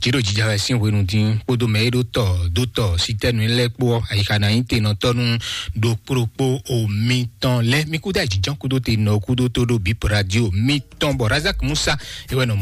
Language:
Fon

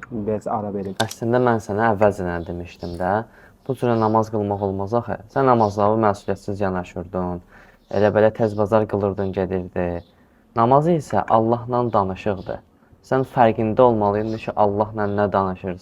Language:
Azerbaijani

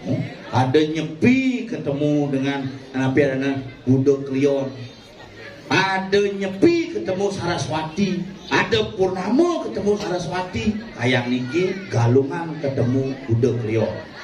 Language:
Balinese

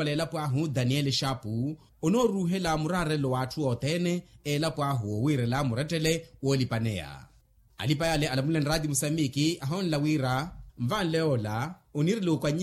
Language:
Makhuwa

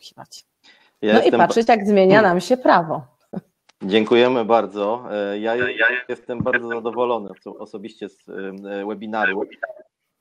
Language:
Polish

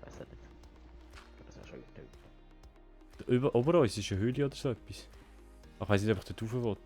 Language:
Swiss German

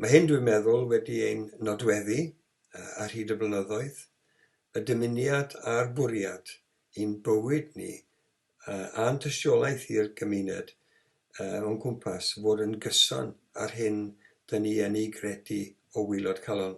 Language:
Welsh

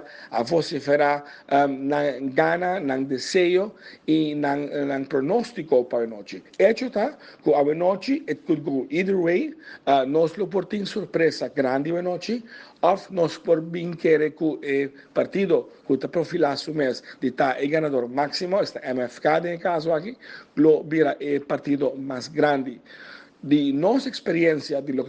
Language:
Papiamento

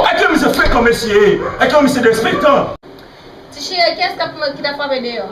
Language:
Haitian Creole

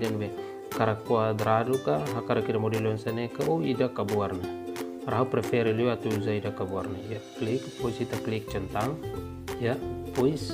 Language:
Tetum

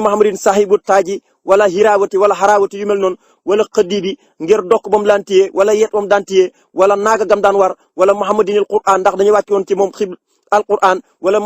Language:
Wolof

